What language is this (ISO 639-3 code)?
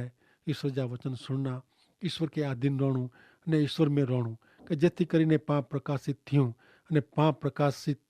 kfr